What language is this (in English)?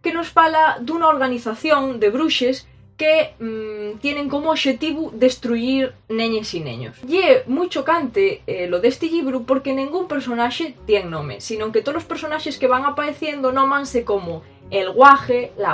Asturian